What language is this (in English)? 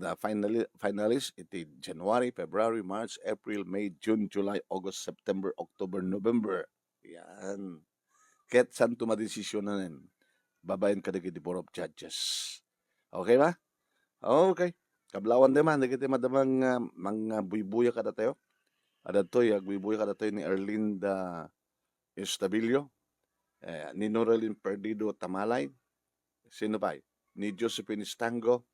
Iloko